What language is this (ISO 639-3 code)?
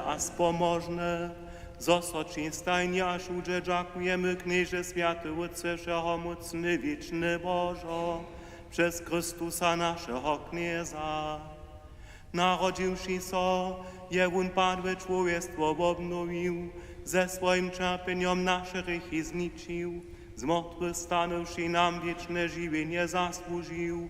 hsb